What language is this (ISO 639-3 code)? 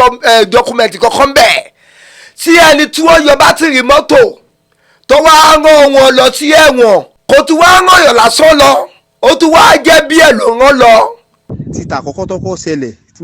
yor